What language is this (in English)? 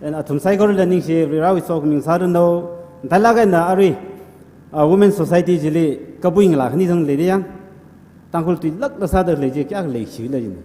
Tangkhul Naga (India)